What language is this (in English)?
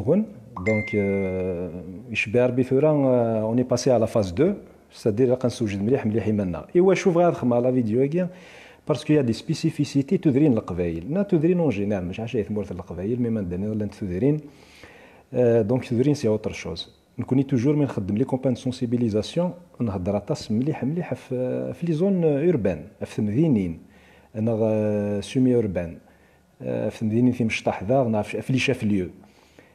Kabyle